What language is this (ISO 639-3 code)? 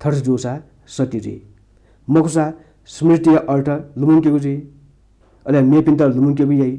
new